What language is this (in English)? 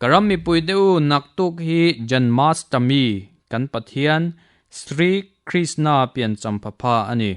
Mizo